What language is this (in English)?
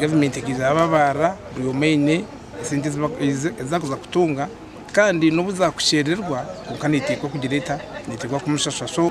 Nyankole